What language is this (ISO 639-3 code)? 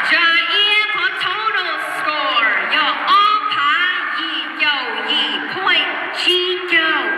hmn